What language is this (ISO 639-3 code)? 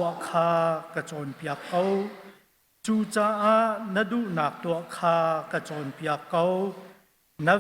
cnh